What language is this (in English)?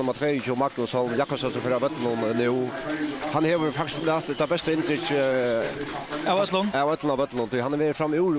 Faroese